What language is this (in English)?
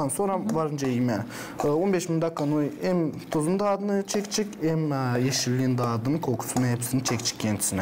Gagauz